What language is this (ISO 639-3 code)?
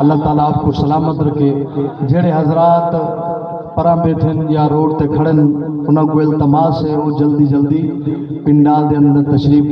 skr